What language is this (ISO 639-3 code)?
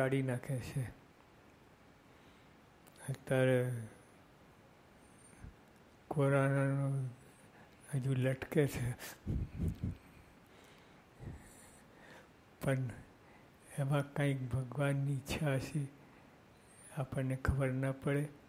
guj